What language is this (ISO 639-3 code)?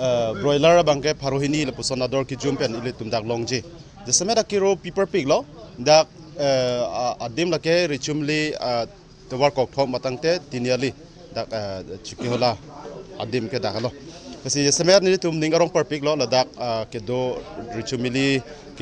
mjw